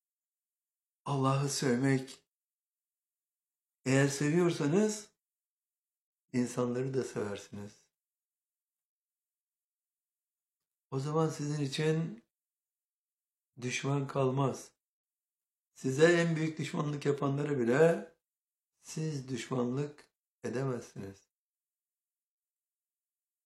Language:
Turkish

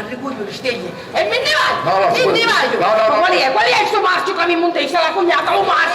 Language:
Sicilian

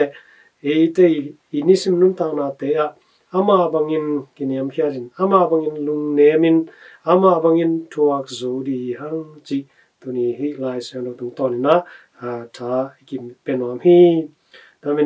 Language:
Tedim Chin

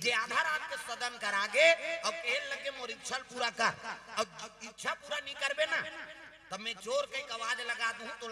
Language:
Chhattisgarhi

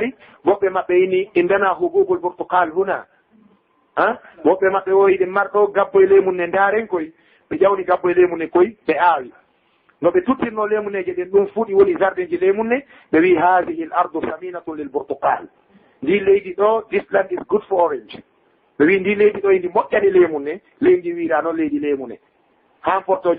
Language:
Fula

